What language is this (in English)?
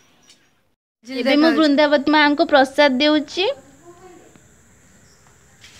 Odia